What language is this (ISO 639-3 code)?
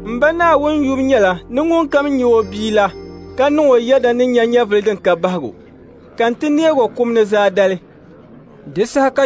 dag